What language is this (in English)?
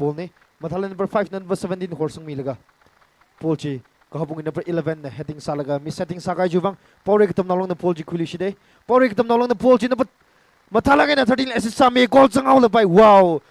Tangkhul Naga (India)